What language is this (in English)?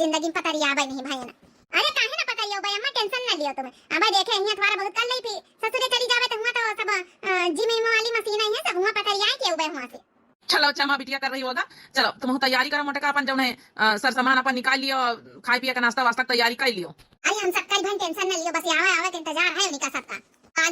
Awadhi